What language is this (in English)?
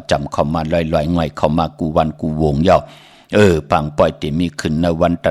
Shan